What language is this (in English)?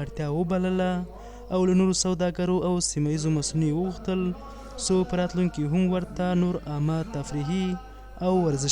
Pashto